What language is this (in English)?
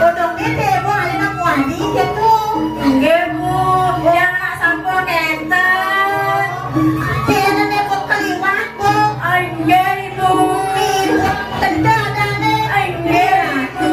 Balinese